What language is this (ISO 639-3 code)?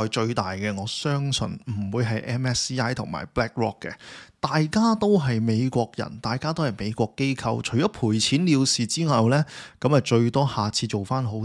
yue